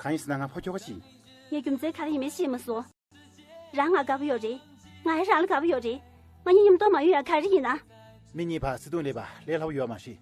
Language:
Tibetan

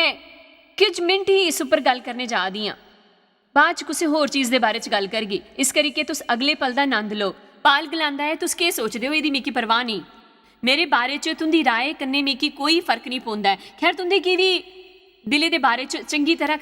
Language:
Dogri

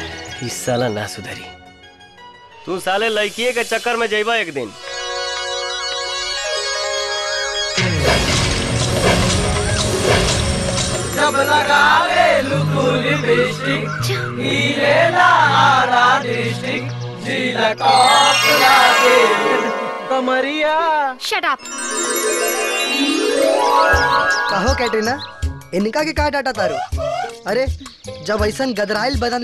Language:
Bhojpuri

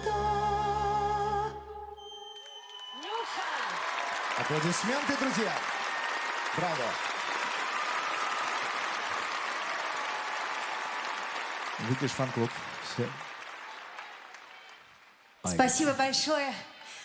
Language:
Russian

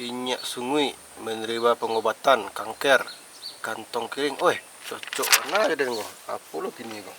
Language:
Minangkabau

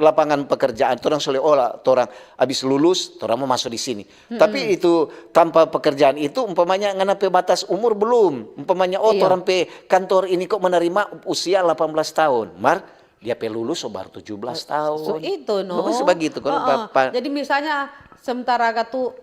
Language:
Manado Malay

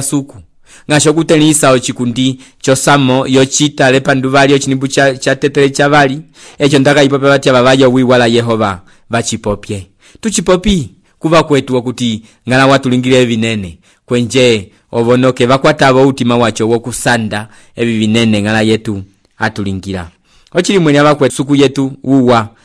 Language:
Umbundu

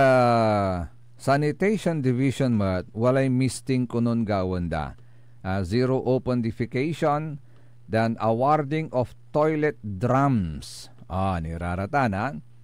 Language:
Pangasinan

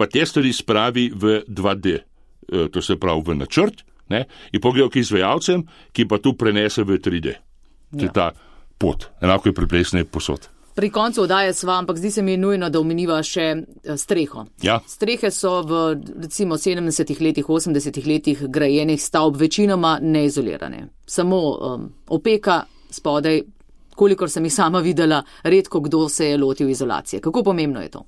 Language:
Slovenian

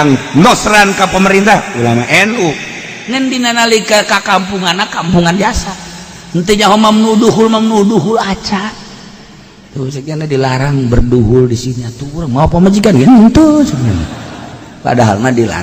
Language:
Sundanese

